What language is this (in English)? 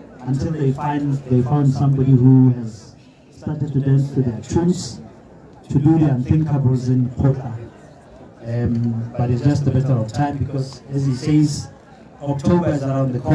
Tswana